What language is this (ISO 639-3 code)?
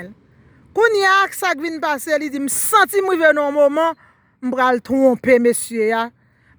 hat